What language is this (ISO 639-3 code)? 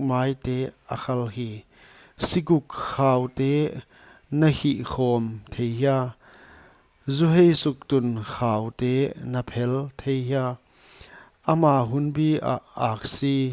pck